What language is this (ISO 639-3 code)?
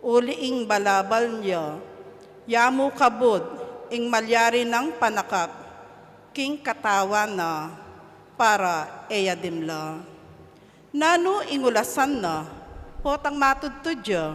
pam